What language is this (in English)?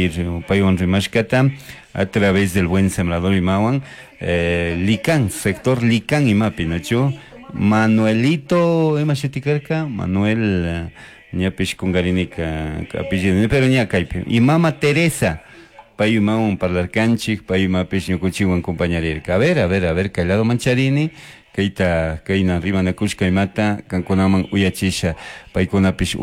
Chimborazo Highland Quichua